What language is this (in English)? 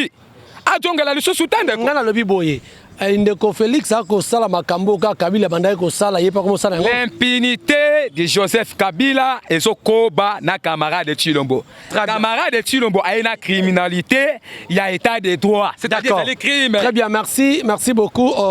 Lingala